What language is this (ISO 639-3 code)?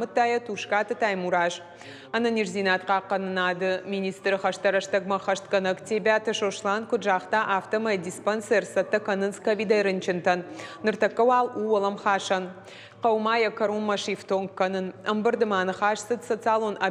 oss